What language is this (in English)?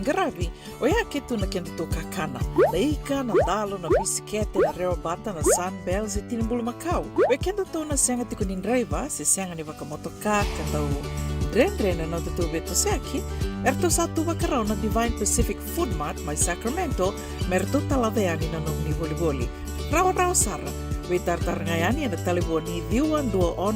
Fijian